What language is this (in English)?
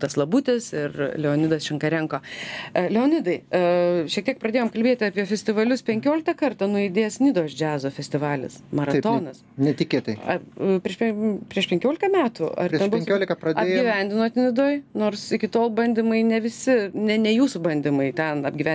Lithuanian